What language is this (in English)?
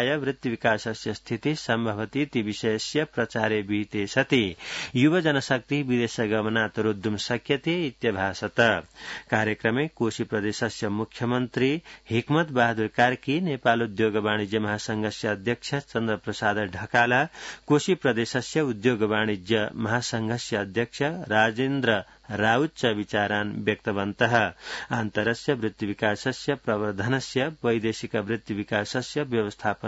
Sanskrit